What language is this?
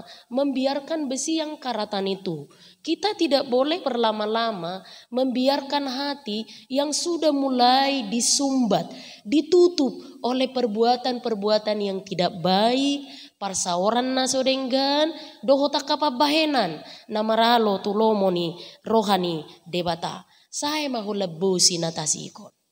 Batak Toba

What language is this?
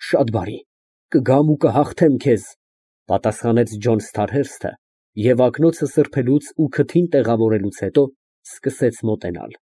Armenian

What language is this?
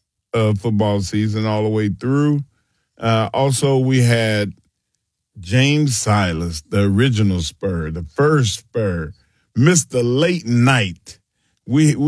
English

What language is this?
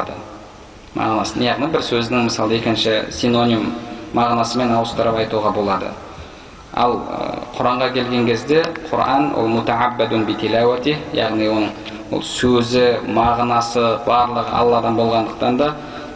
Kazakh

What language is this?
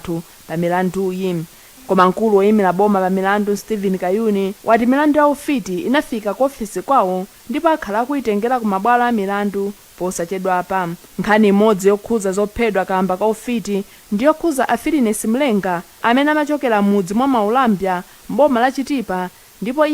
Nyanja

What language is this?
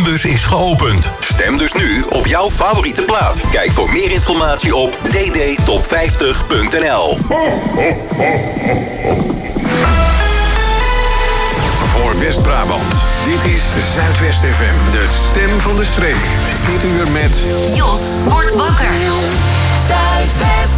Dutch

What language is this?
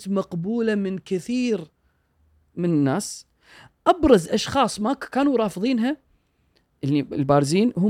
Gulf Arabic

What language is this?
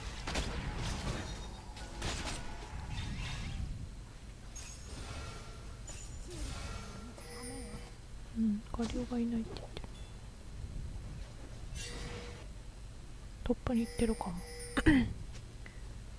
Japanese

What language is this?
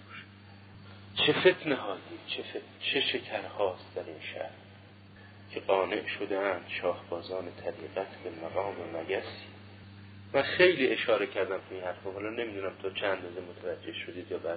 Persian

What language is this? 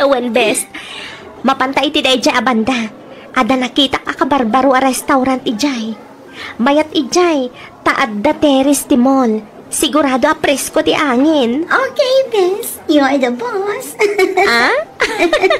Iloko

